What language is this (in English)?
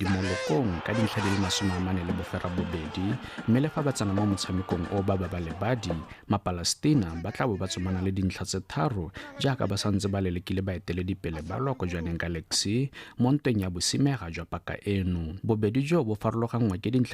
Tswana